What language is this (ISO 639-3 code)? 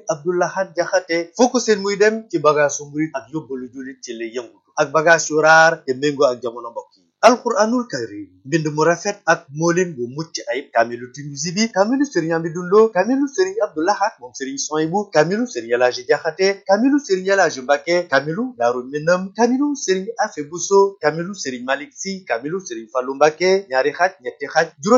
wol